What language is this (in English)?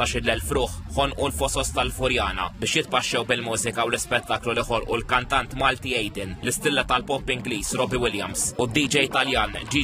Maltese